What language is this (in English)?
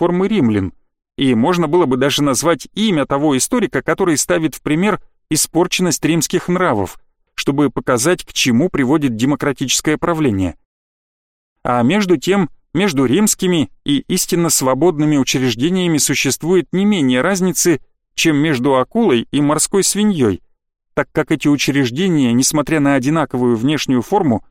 Russian